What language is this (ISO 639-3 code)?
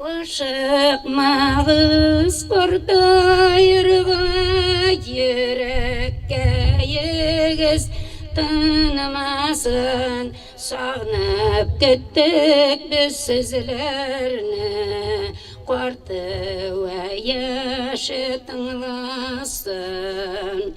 tat